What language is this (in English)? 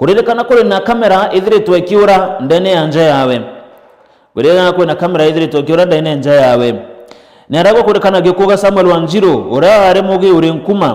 Meru